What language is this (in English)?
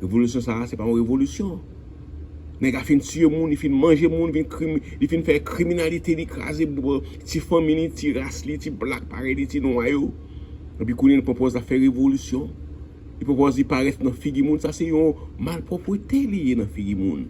Haitian Creole